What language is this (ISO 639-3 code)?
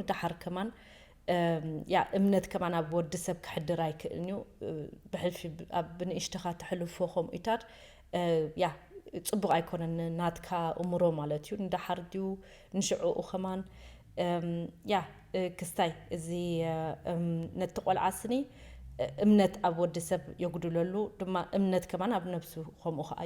tir